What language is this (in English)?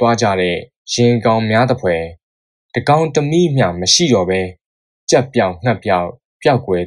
Burmese